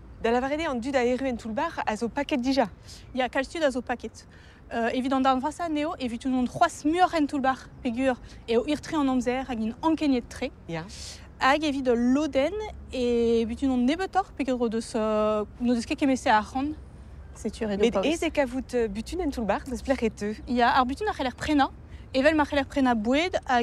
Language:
Breton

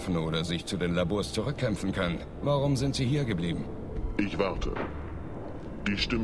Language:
German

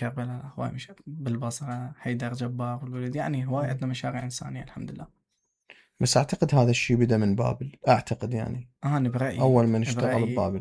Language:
Mesopotamian Arabic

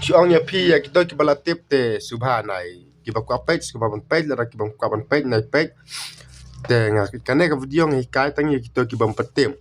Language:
Khasi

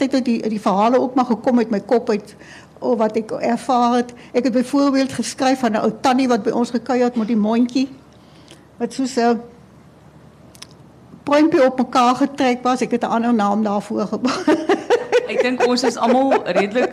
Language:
Afrikaans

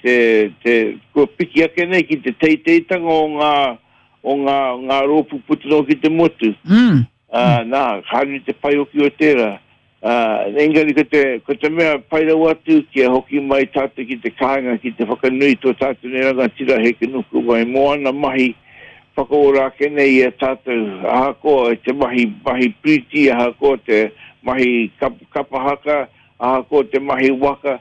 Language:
Māori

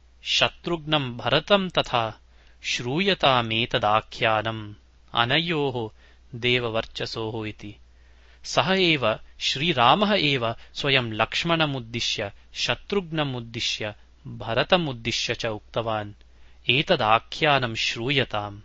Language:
Sanskrit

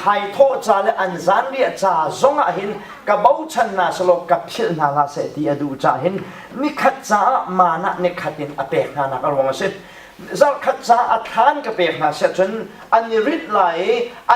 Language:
Hakha Chin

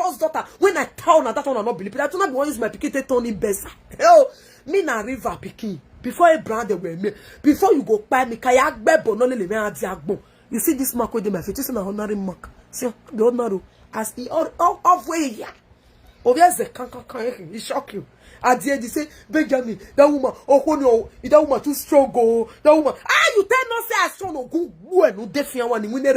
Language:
Nigerian Pidgin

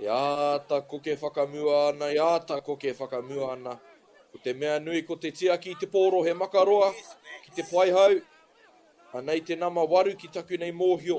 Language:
Māori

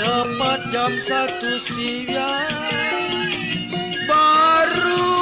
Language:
Betawi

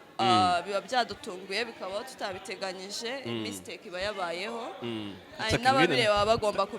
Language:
Kinyarwanda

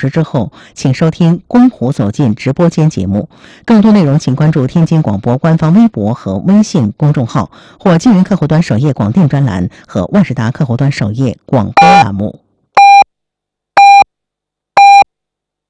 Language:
Chinese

